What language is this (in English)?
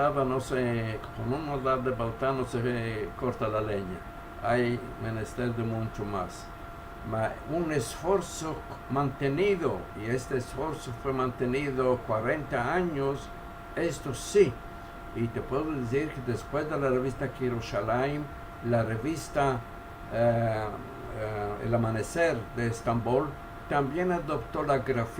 Ladino